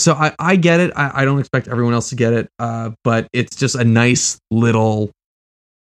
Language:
English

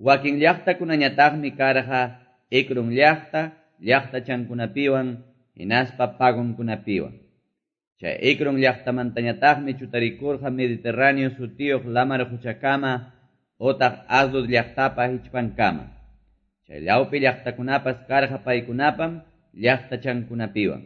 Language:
Quechua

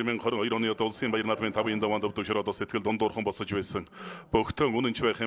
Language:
Mongolian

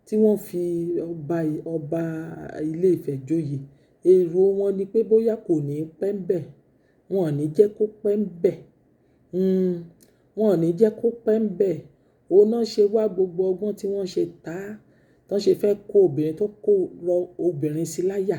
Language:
Yoruba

